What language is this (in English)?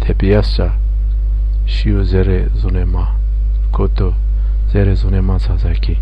Zaza